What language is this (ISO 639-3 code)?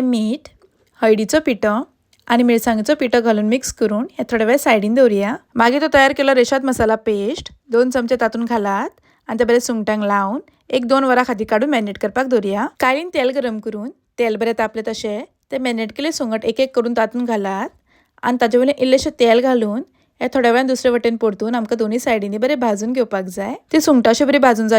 kok